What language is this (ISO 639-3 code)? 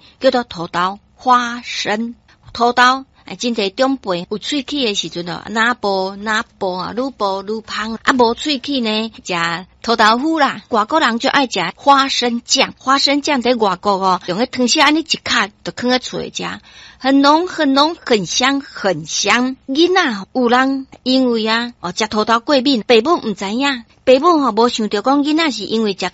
nan